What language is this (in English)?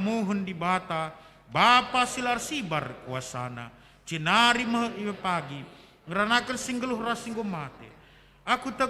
Batak Karo